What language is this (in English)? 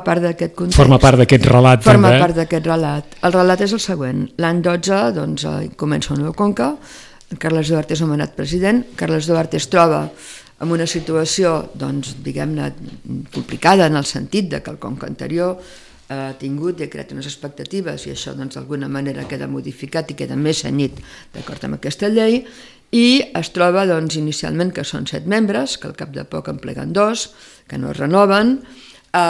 Catalan